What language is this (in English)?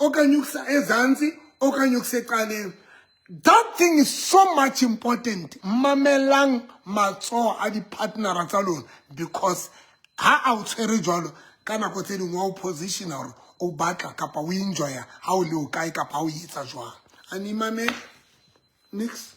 Southern Sotho